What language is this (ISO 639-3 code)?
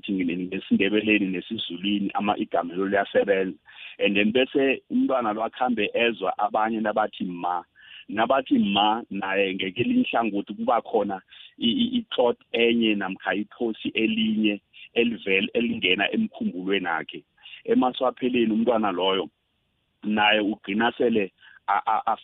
nbl